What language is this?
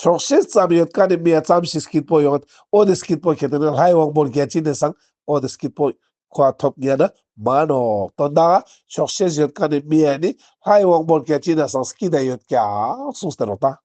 Ladakhi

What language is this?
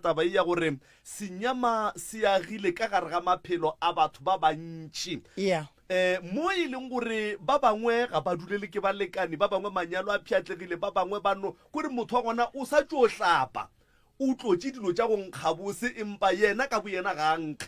Northern Sotho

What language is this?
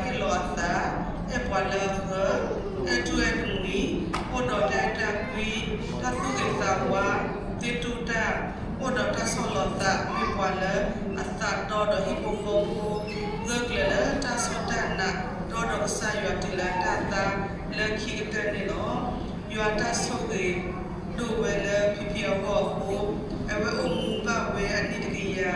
S'gaw Karen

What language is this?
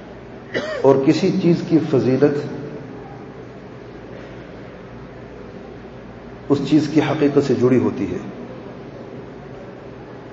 Urdu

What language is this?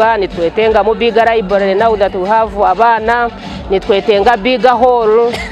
Nyankole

